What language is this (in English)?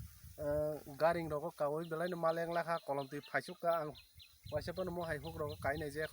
Kok Borok